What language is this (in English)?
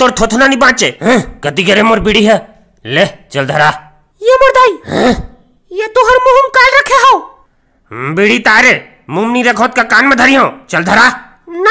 Chhattisgarhi